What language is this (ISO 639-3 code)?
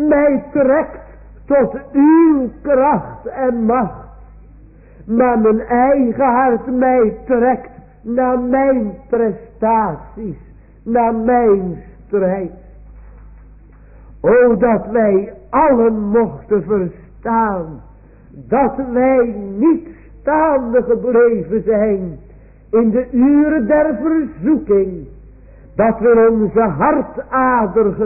nld